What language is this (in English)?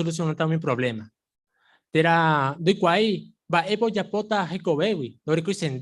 Guarani